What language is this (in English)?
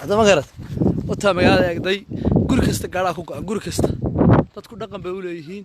Somali